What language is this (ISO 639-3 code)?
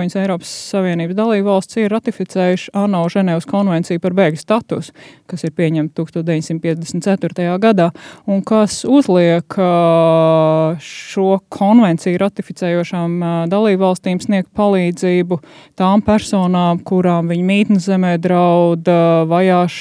lav